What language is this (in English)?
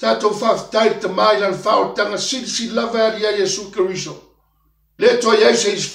Samoan